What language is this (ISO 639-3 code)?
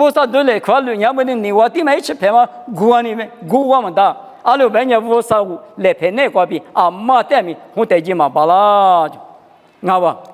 lis